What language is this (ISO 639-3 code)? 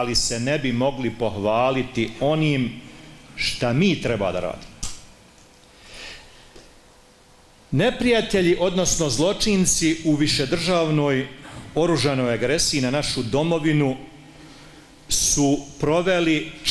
bos